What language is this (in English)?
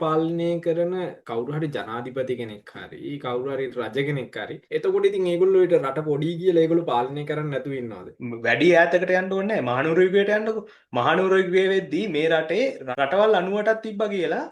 Sinhala